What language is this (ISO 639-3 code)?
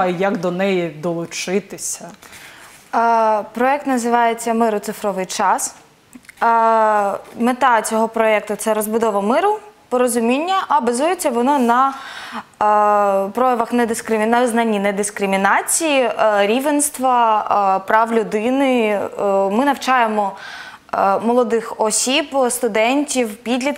ukr